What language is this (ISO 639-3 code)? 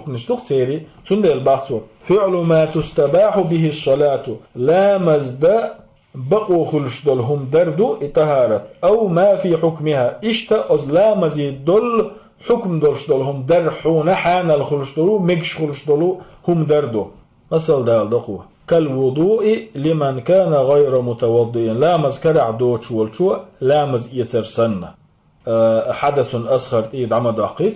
che